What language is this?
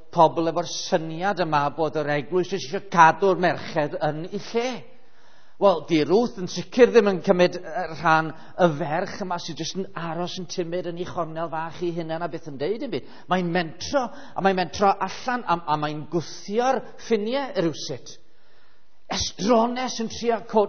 Welsh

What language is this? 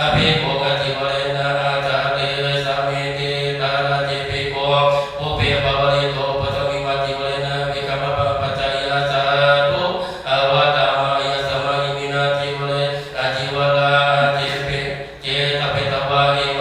Pali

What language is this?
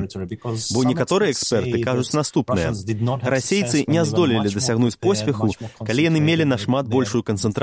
Belarusian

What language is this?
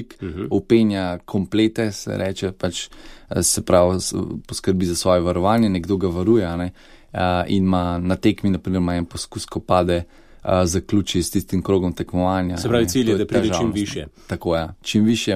Slovenian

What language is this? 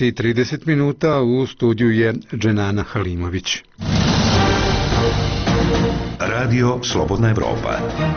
Bosnian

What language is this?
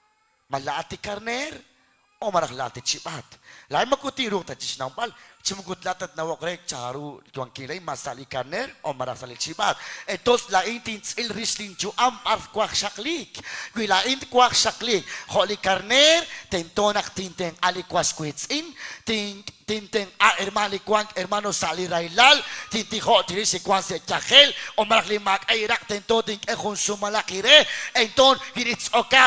Kekchí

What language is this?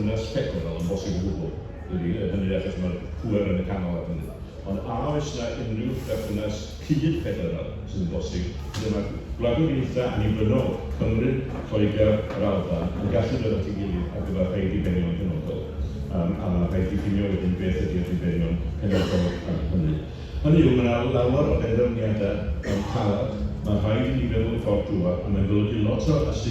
Welsh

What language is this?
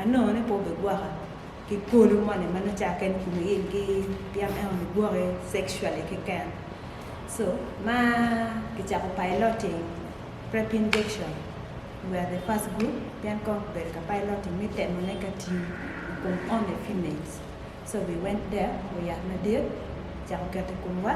Acoli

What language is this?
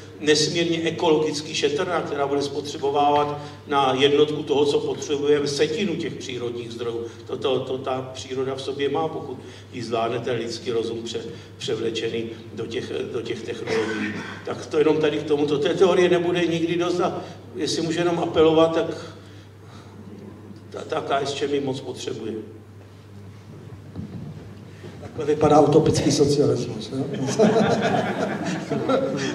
Czech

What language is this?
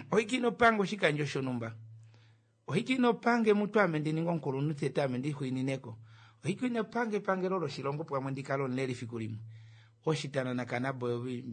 Kuanyama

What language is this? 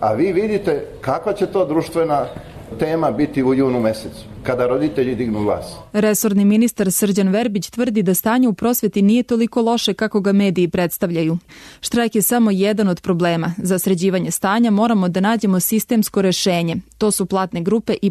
Serbian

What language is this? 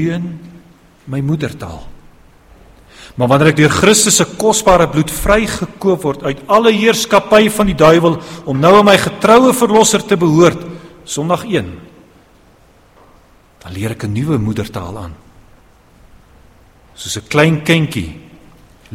Afrikaans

